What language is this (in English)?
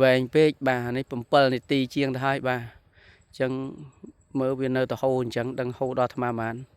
Khmer